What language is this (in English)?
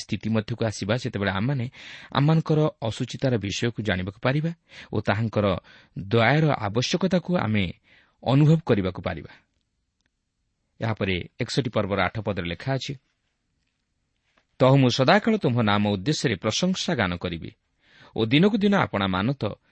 Odia